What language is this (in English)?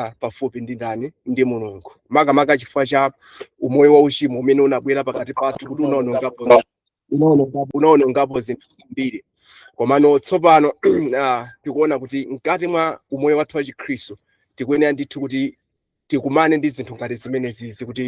Nyanja